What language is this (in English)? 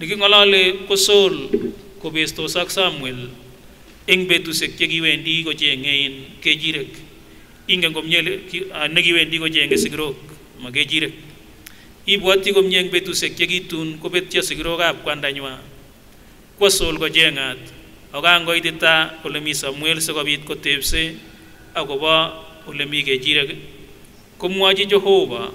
Kipsigis